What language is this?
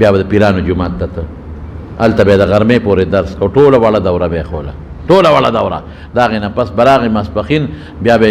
Pashto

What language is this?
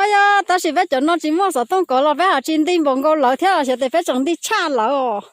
Hmong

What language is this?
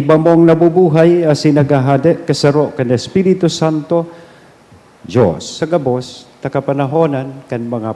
Bikol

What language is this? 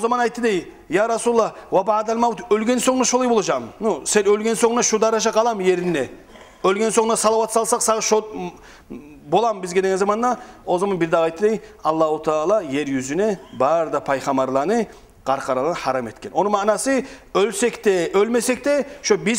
Kumyk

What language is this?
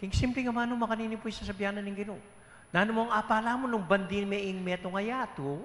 Pampanga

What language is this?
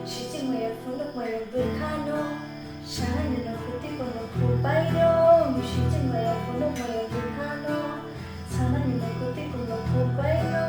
Kok Borok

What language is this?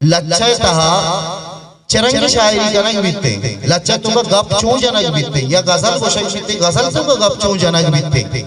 Eastern Balochi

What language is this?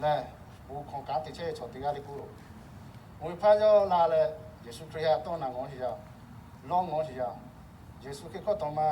Lahu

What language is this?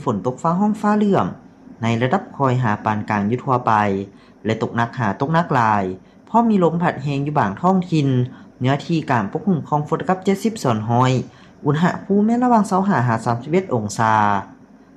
Lao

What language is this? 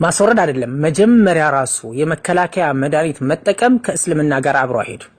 Amharic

